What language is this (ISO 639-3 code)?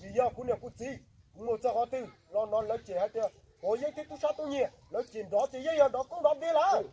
hmn